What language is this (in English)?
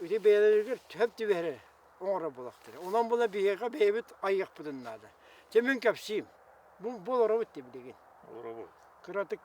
Yakut